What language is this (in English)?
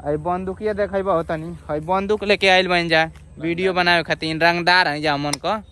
Bhojpuri